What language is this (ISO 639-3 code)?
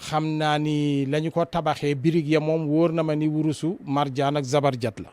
wol